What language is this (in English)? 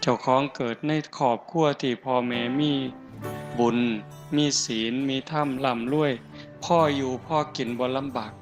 Northeastern Thai